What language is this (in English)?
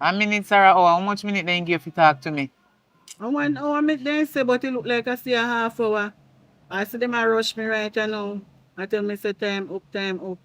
Jamaican Creole English